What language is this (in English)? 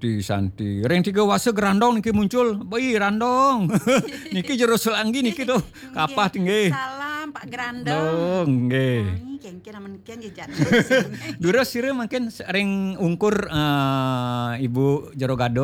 Balinese